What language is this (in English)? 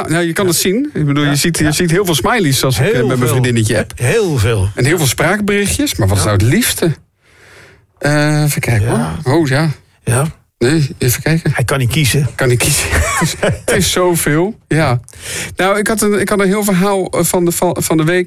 Dutch